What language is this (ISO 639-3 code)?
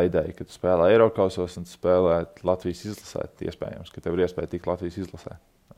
lav